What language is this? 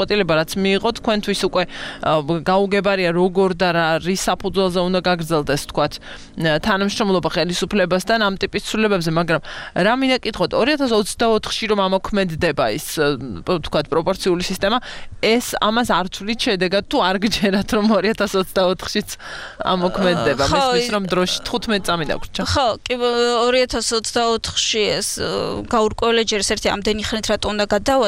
Georgian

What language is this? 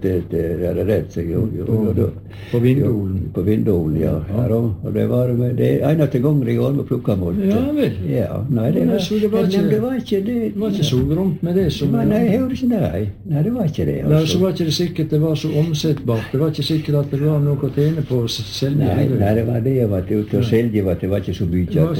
Norwegian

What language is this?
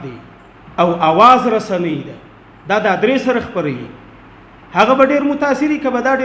Pashto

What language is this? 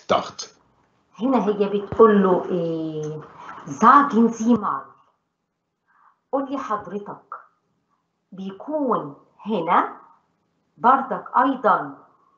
Egyptian Arabic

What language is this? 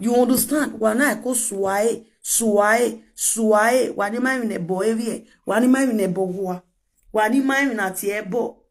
Nigerian Pidgin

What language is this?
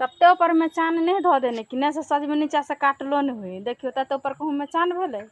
Maithili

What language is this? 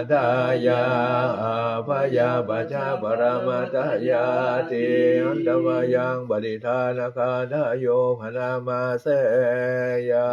Pali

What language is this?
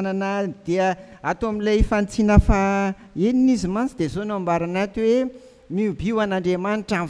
Malagasy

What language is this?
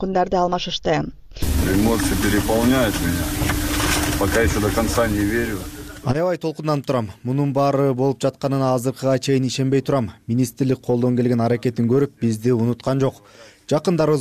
Kyrgyz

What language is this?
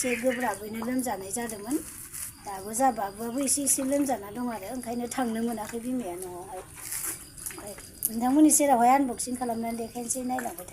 Bodo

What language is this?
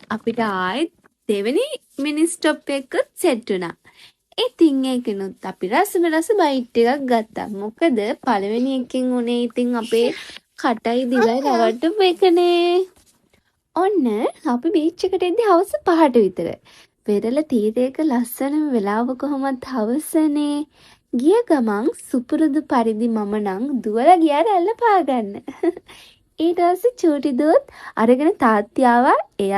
Sinhala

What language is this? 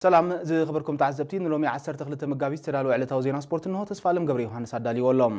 Tigrinya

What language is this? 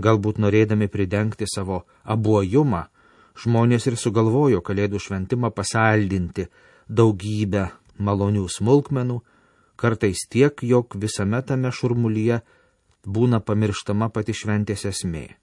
Lithuanian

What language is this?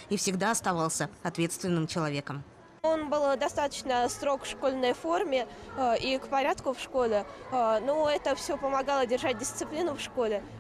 Russian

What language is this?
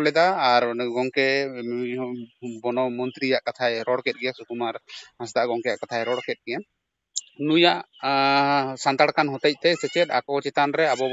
Santali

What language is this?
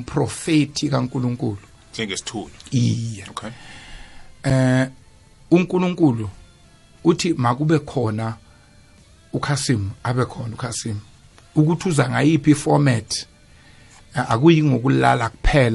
South Ndebele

